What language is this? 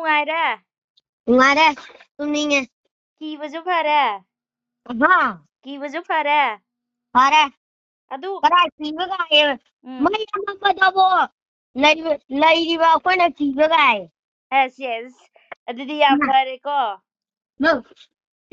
Manipuri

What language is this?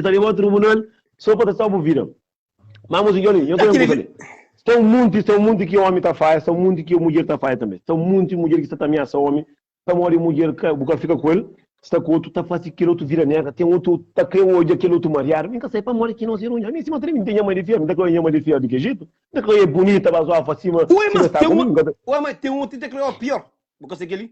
Kabuverdianu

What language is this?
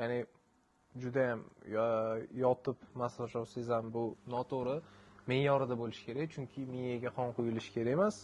Uzbek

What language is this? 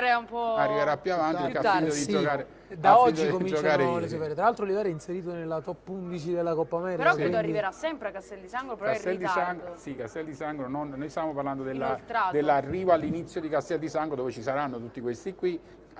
Italian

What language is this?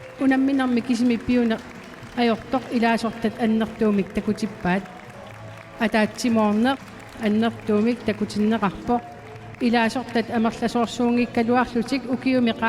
Kalaallisut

